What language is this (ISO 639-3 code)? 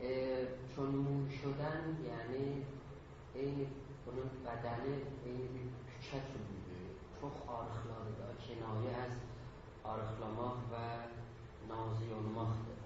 azb